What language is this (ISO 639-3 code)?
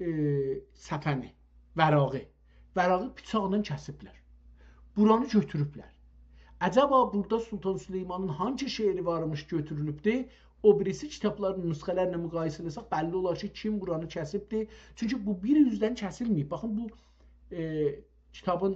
azb